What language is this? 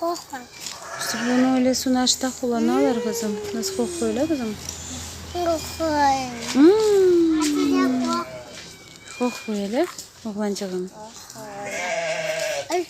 Crimean Tatar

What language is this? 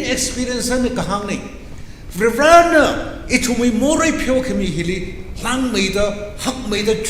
Tangkhul Naga (India)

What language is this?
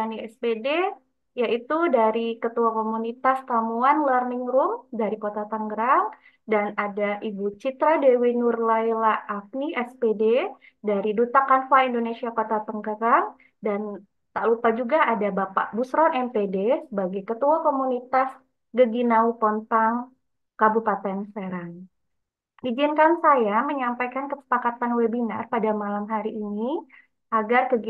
Indonesian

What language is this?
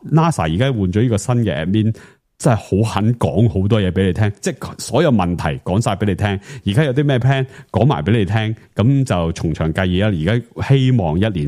Cantonese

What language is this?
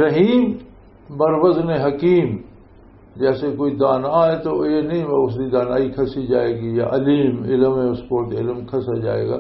Western Panjabi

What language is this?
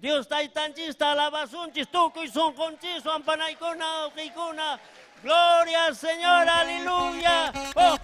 Ayacucho Quechua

